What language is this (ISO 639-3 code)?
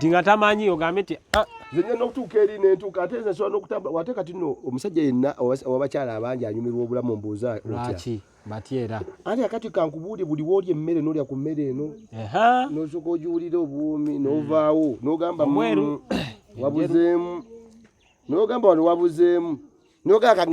lug